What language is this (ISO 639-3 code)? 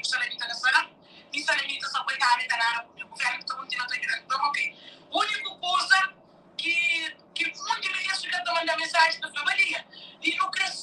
kea